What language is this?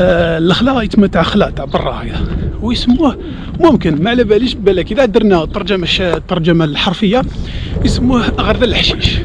Algerian Arabic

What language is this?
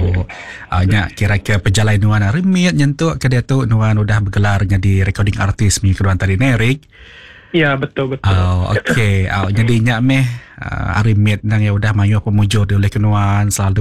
Iban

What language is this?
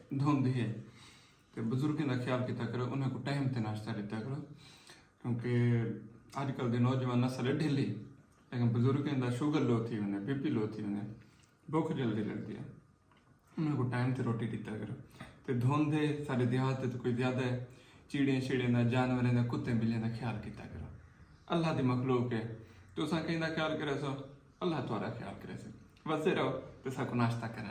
Saraiki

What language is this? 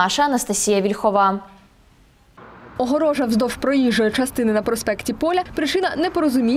Ukrainian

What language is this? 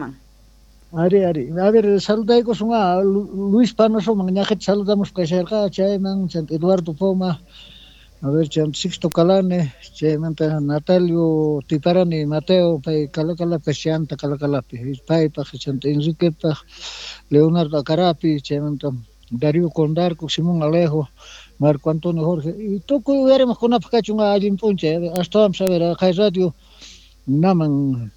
Quechua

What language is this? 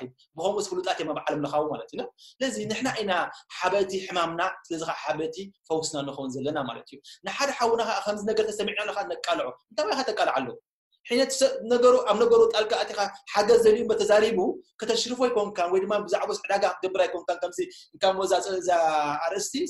Tigrinya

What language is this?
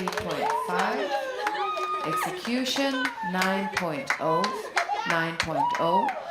Faroese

